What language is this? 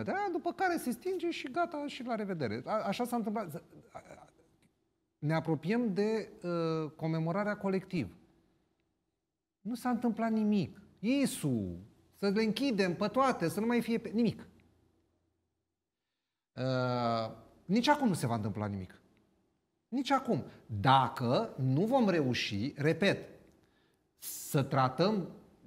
Romanian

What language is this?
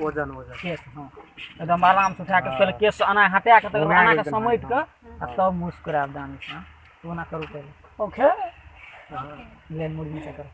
Maithili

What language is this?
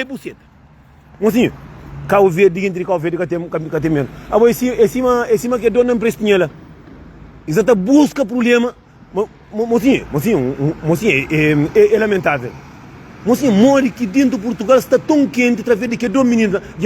Kabuverdianu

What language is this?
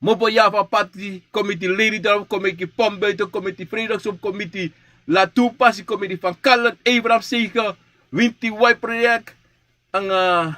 Sranan Tongo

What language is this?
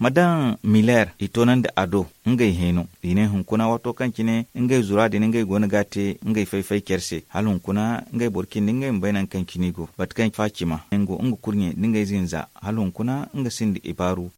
Zarma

